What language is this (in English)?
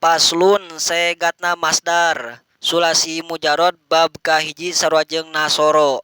Sundanese